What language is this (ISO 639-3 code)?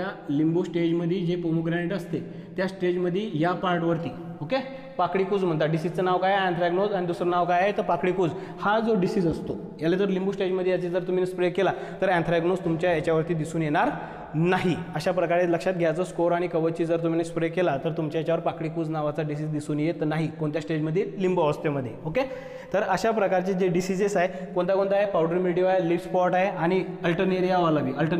mar